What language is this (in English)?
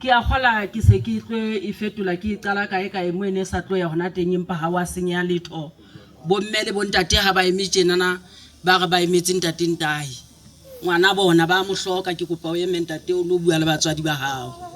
Southern Sotho